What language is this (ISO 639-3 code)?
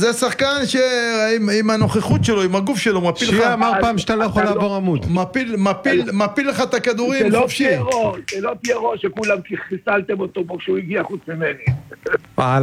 heb